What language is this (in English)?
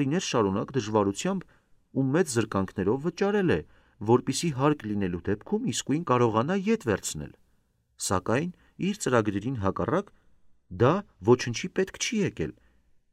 Armenian